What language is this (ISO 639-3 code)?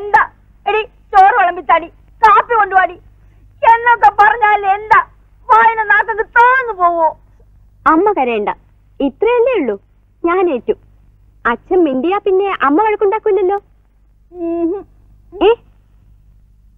mal